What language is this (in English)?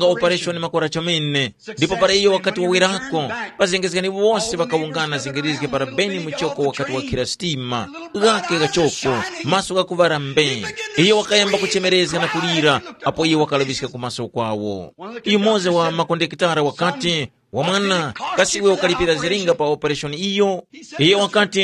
Tumbuka